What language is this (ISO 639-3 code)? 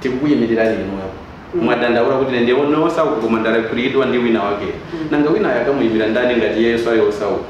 nya